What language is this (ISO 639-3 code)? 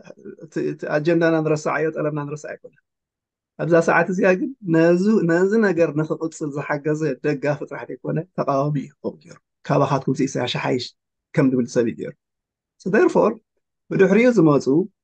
tir